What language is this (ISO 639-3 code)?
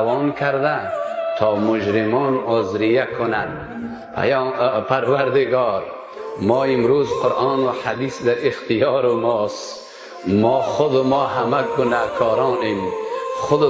fas